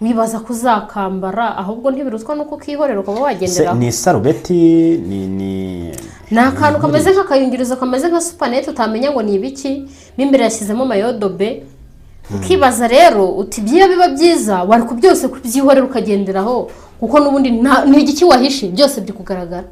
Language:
Kinyarwanda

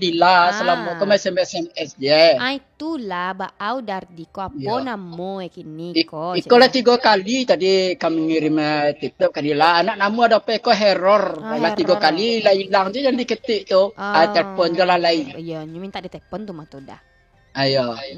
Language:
Minangkabau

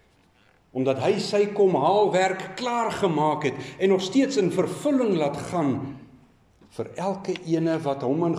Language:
Afrikaans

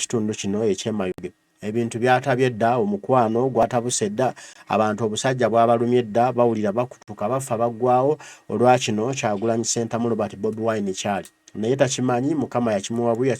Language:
Ganda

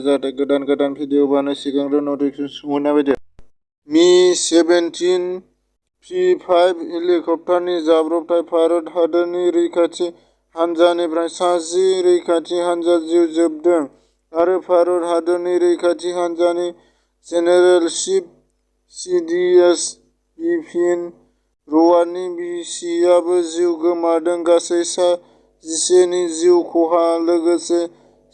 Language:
Bodo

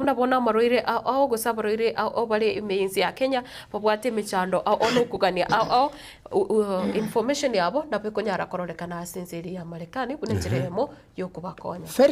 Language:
Gusii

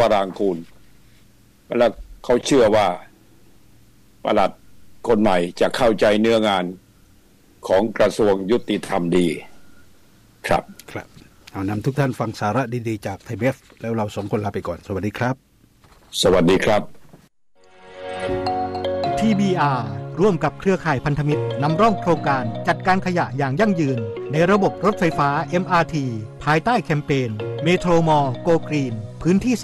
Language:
Thai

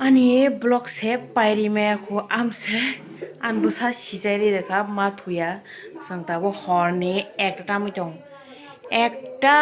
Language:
Kok Borok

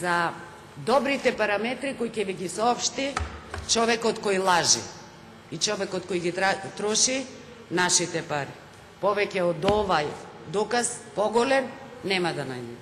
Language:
Macedonian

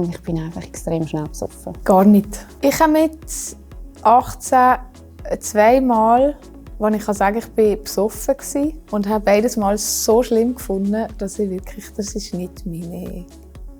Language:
Swiss German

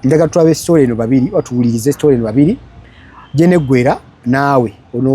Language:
Ganda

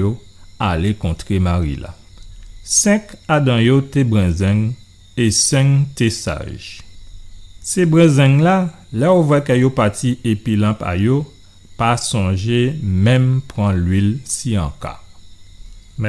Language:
Guadeloupean Creole French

